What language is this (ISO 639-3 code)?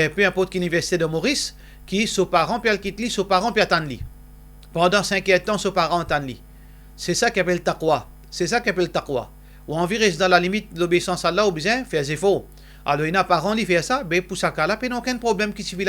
mfe